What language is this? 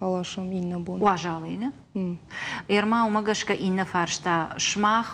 Ossetic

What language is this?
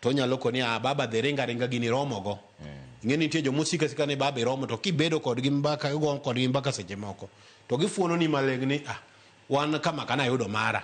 Luo (Kenya and Tanzania)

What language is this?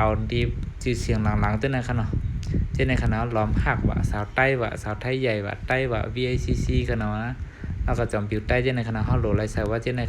Shan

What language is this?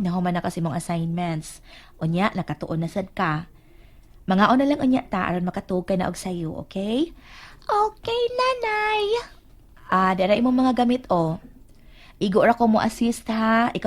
Cebuano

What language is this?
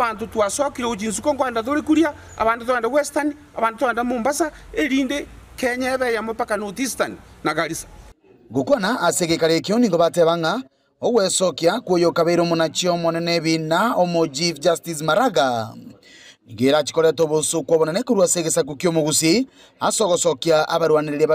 Gusii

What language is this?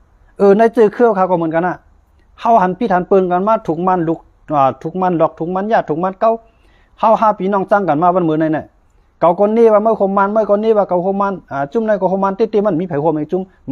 Shan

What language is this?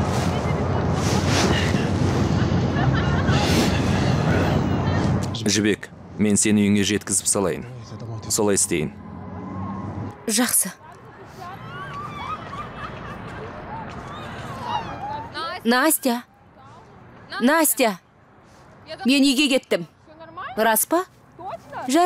Kazakh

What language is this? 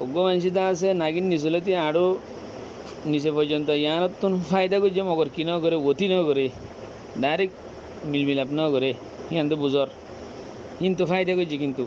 Rohingya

